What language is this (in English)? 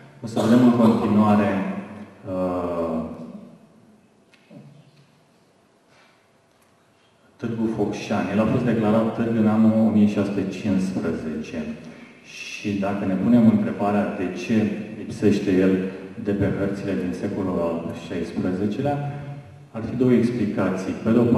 Romanian